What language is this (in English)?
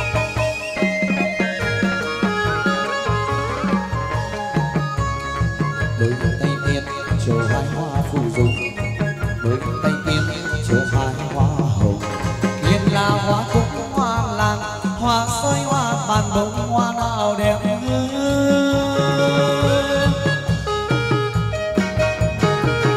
Vietnamese